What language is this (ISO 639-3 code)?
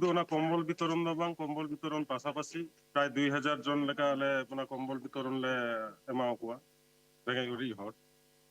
sat